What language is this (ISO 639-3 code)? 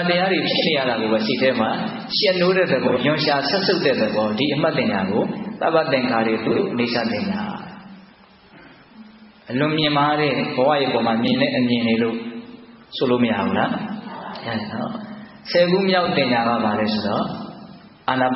mya